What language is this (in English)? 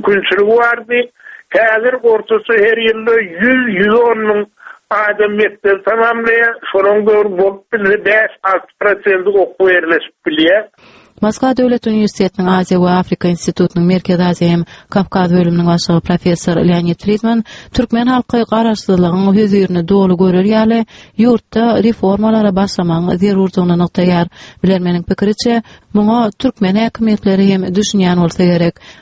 Turkmen